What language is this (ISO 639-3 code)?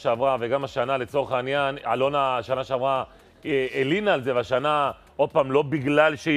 heb